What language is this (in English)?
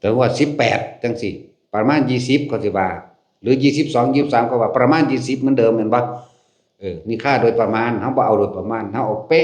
Lao